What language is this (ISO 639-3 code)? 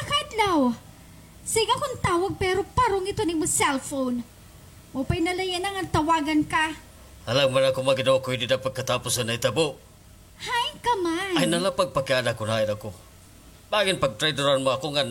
war